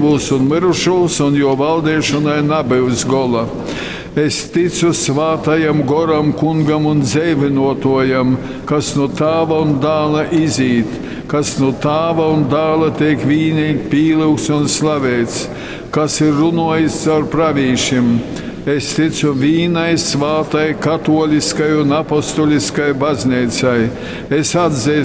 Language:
Latgalian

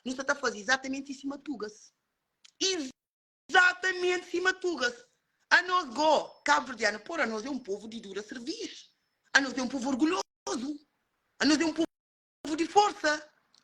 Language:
Kabuverdianu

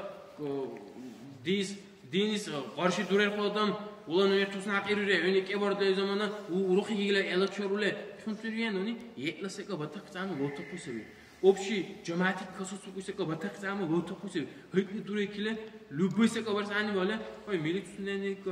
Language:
Dargwa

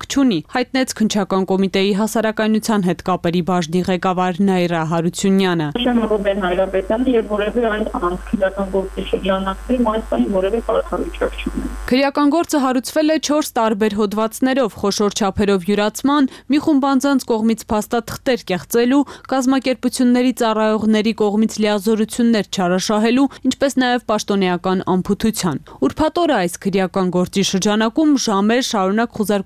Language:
Armenian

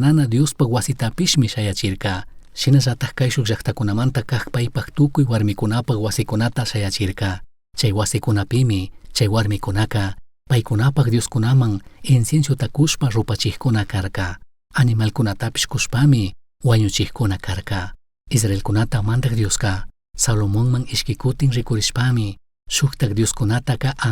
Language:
Chimborazo Highland Quichua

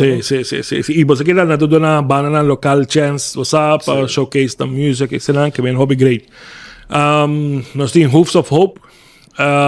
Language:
Papiamento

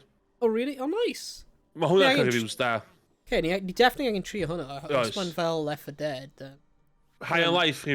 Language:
Welsh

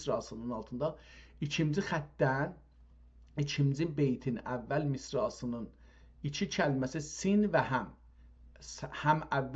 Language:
South Azerbaijani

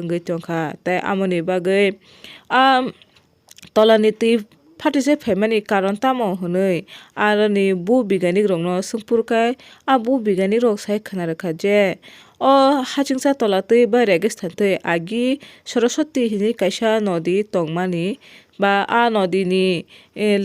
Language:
Kok Borok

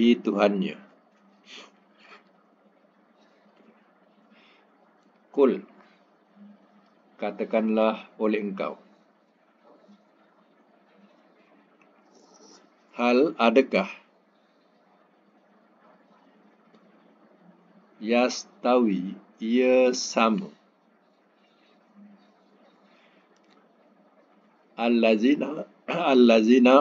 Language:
Malay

